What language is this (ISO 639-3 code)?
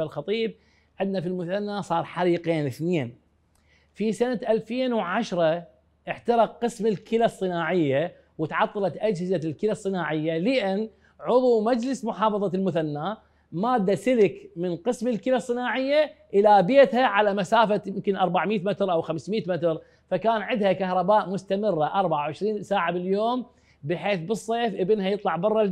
acm